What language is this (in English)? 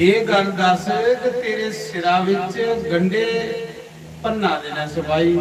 Dogri